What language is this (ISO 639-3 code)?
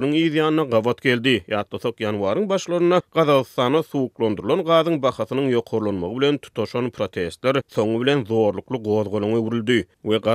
tuk